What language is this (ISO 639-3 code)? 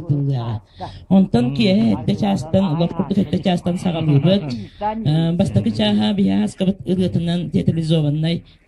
sah